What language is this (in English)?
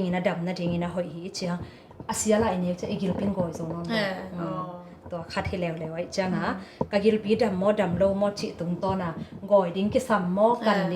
Tedim Chin